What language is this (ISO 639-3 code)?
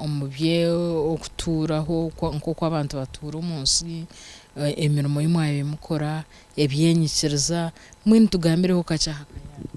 nyn